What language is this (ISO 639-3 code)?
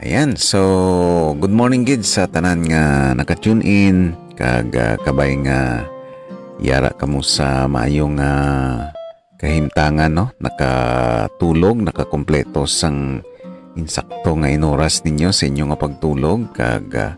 hil